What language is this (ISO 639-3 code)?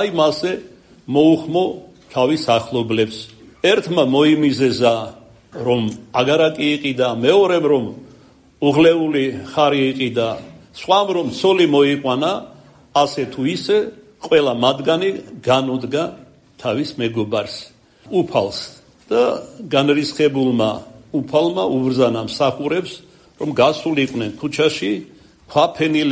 kat